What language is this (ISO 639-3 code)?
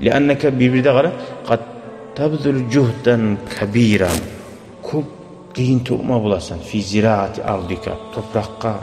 kum